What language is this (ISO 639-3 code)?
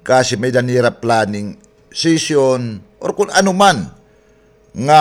war